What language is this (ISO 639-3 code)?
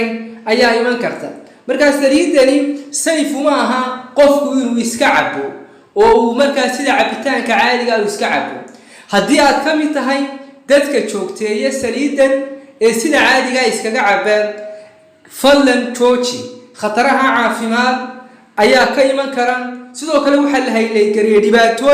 som